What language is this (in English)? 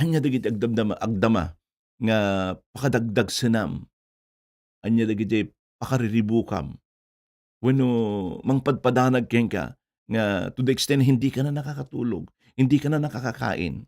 Iloko